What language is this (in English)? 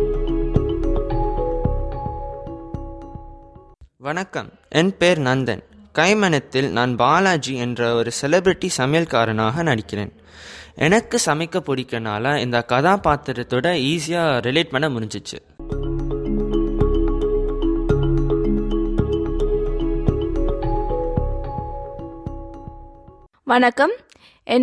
Tamil